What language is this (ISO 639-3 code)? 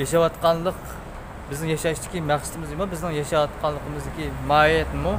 uig